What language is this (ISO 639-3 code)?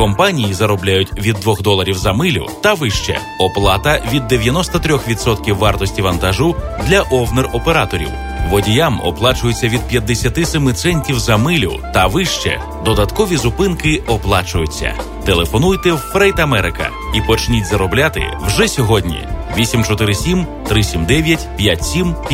ukr